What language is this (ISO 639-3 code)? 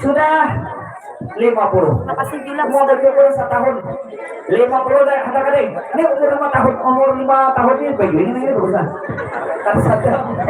bjn